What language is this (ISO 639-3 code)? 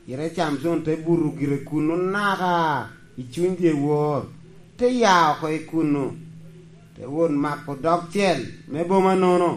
laj